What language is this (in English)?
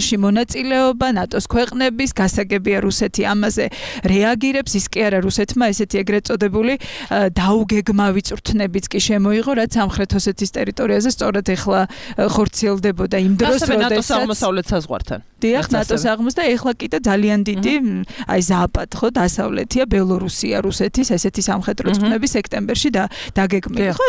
Georgian